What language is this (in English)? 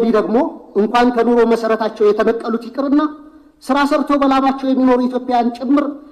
Amharic